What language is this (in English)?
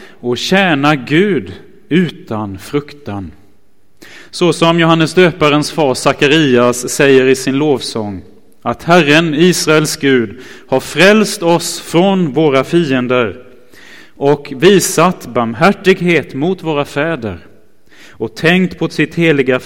Swedish